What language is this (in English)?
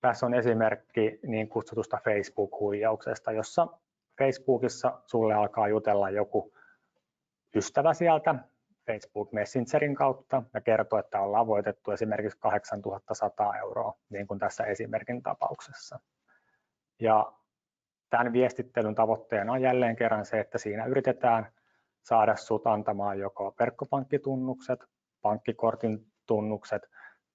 Finnish